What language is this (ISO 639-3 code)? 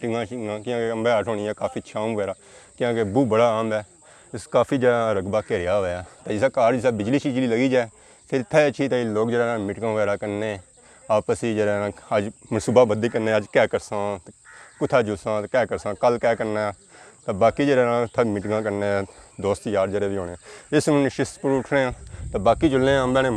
phr